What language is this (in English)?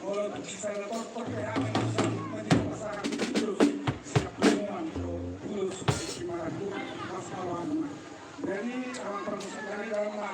Batak Toba